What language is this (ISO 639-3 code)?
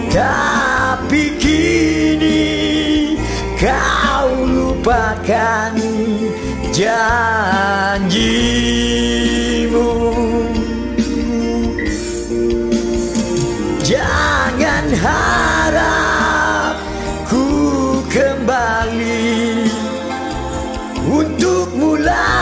msa